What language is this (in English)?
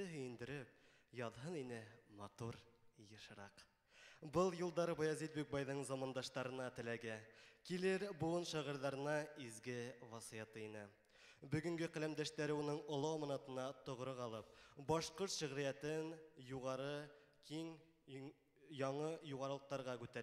Bashkir